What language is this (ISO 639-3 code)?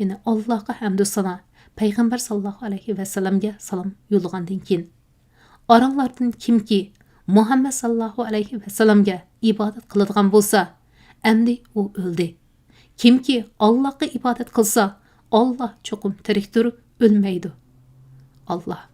uig